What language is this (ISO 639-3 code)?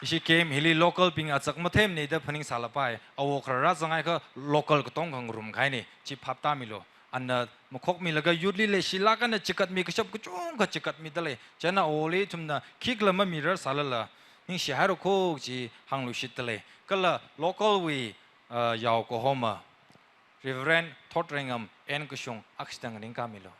nmf